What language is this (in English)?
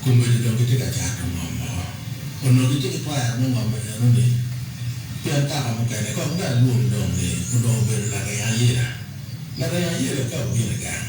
Acoli